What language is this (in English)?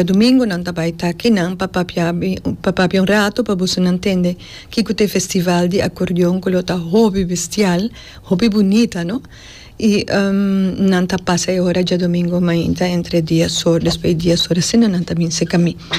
Papiamento